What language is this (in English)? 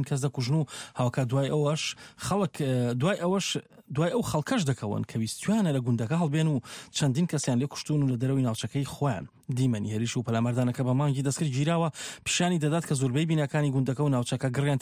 Central Kurdish